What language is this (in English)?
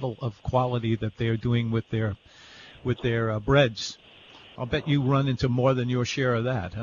English